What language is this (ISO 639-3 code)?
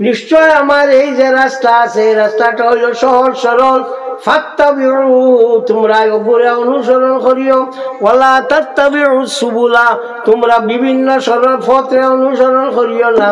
syl